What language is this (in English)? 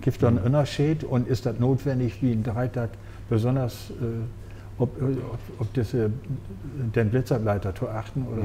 Low German